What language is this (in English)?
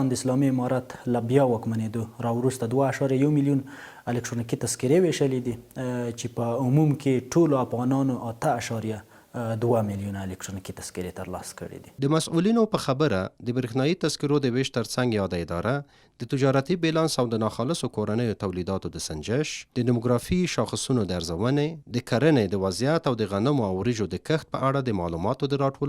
Pashto